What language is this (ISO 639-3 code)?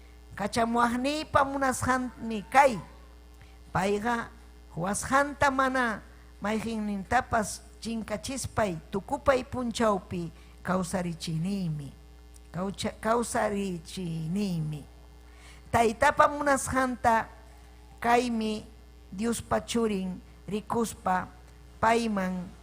quy